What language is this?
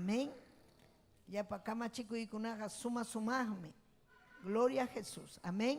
Ayacucho Quechua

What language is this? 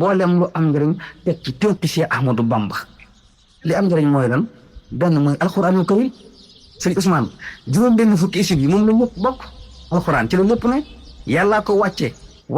Wolof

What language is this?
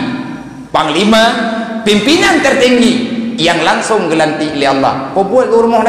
Achinese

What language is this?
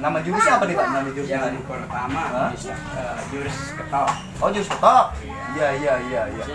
Betawi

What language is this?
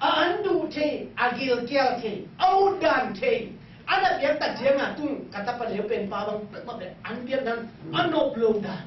Tedim Chin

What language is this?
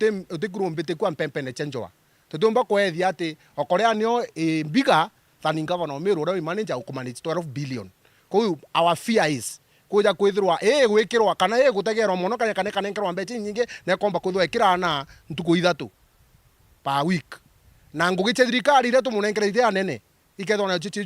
Meru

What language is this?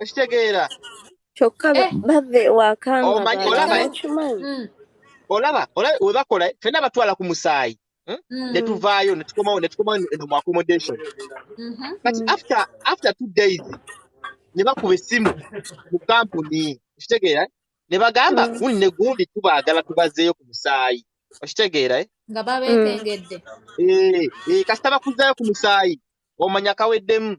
Ganda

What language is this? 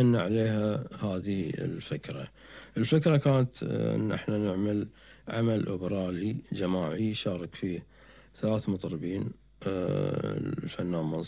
Gulf Arabic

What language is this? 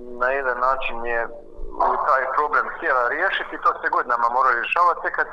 Croatian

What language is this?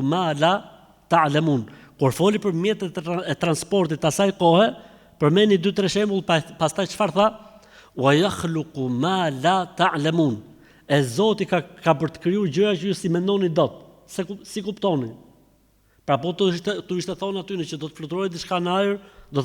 Albanian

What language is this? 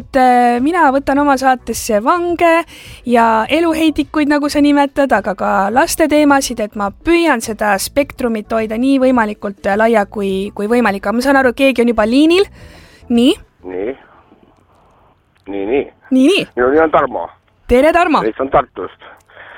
Estonian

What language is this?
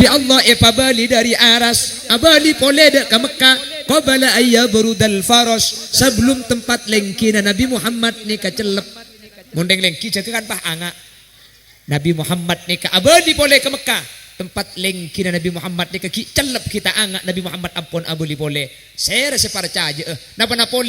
Madurese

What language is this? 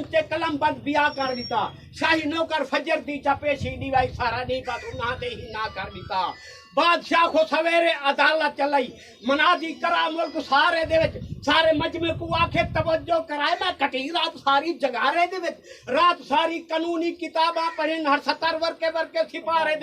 Saraiki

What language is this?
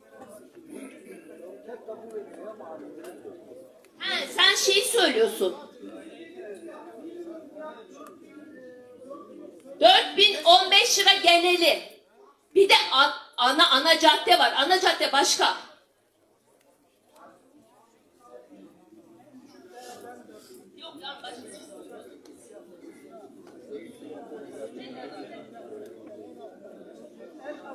Turkish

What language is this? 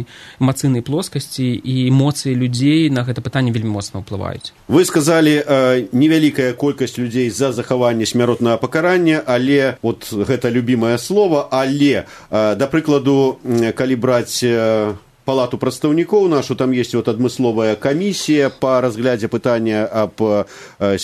Belarusian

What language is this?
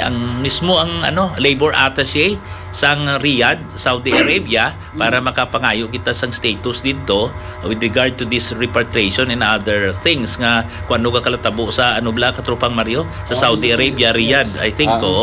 Hiligaynon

